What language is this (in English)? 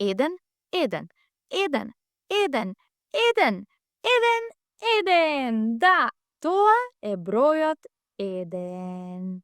Macedonian